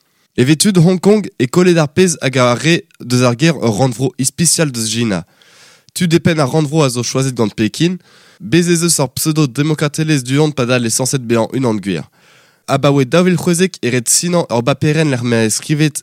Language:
Breton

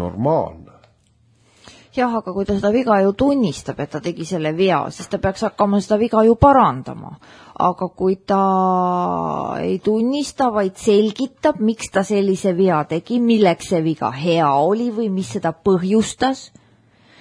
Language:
Estonian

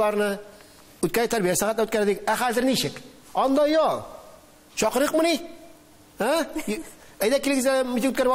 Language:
Tatar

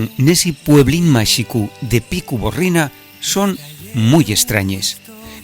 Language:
Asturian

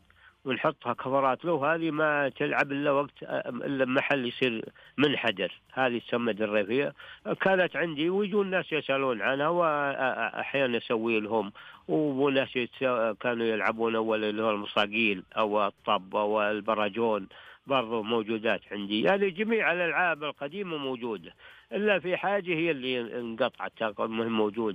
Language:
Najdi Arabic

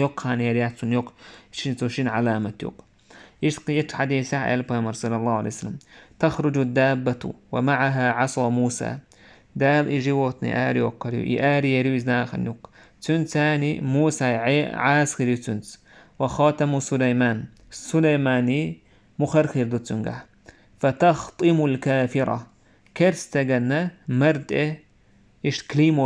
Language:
Chechen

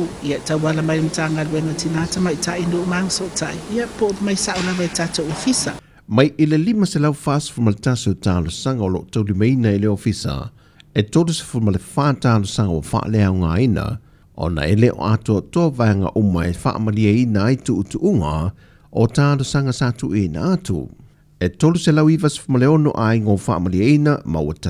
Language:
Samoan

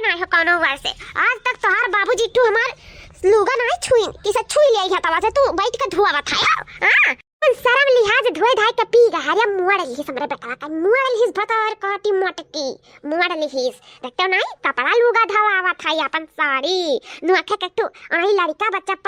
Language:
Awadhi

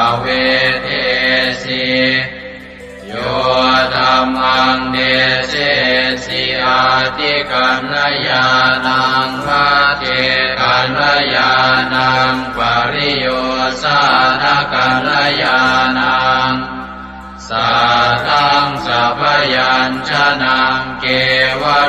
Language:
Pali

